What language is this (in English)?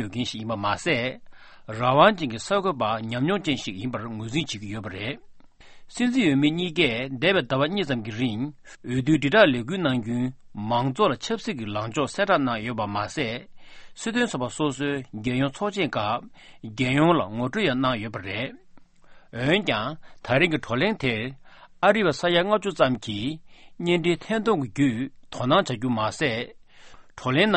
Tibetan